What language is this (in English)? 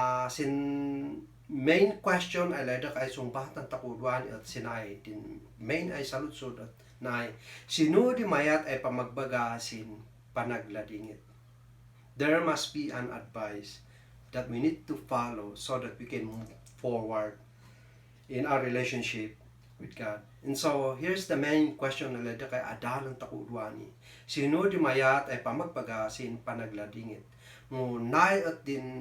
Kankanaey